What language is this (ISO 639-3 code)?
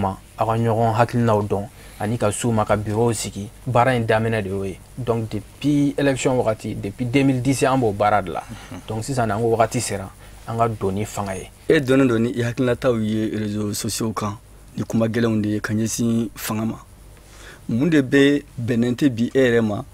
bam